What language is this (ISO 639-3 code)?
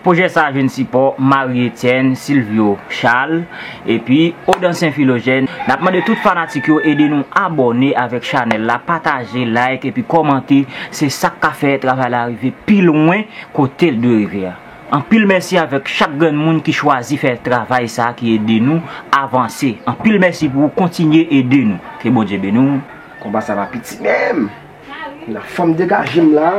hat